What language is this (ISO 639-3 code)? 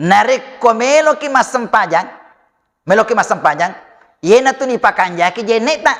bug